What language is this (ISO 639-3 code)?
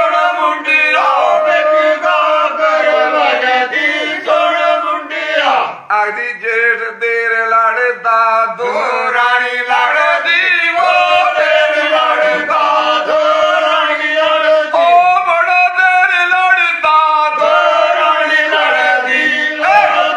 doi